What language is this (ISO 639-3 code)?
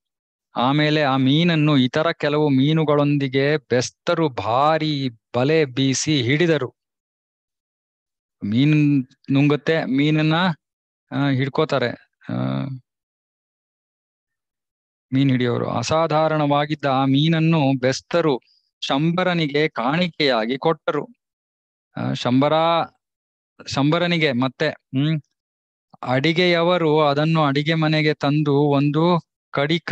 kan